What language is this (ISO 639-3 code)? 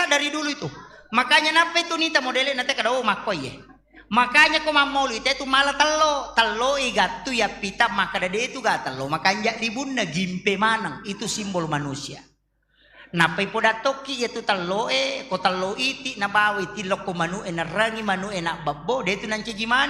bug